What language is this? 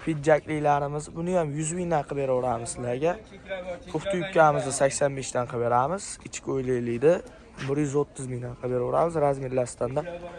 Uzbek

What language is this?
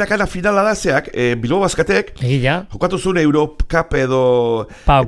Basque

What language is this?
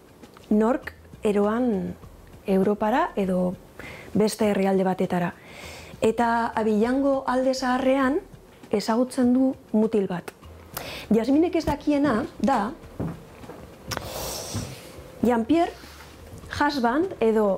Basque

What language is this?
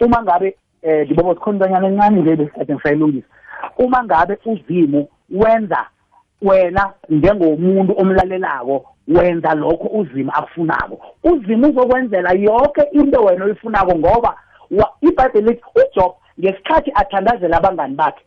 South Ndebele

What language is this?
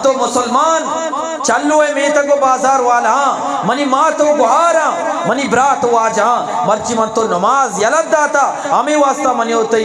Eastern Balochi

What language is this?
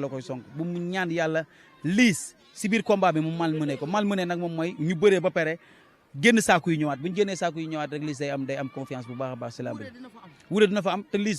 Wolof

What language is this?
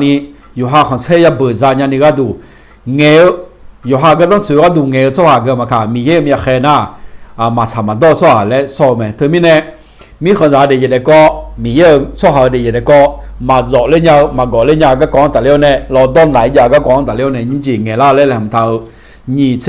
Akha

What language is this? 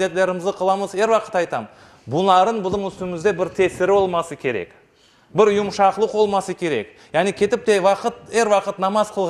Crimean Tatar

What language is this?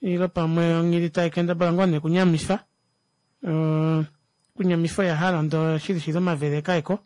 Kuanyama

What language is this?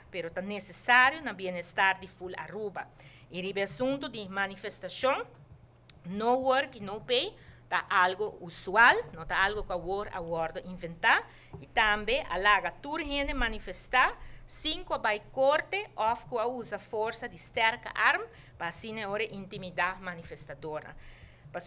Papiamento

